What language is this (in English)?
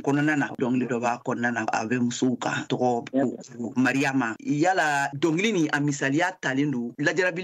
Bambara